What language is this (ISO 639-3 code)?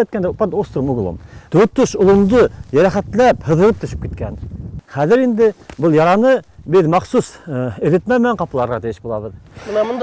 bak